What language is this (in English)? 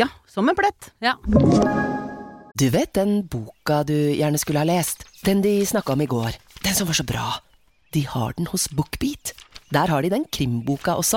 Norwegian